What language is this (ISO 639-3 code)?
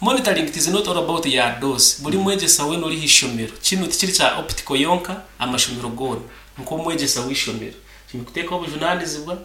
nyn